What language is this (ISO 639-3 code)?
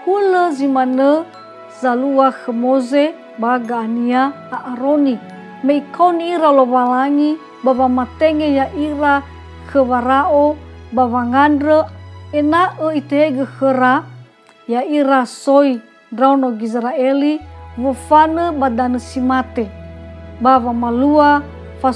nia